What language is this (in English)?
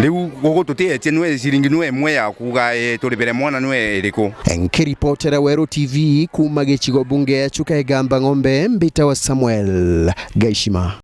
Meru